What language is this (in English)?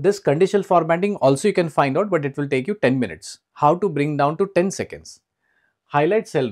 English